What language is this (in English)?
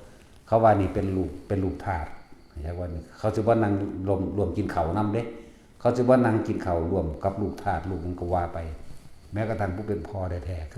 Lao